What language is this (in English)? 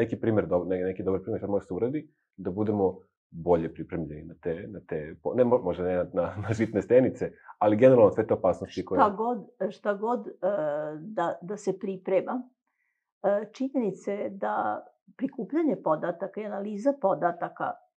Serbian